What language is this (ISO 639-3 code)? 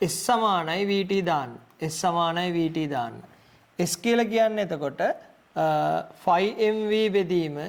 sin